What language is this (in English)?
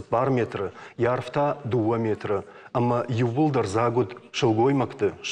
Ossetic